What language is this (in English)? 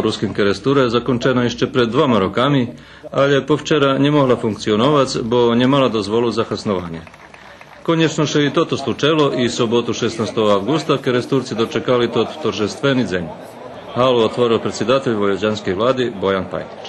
Rusyn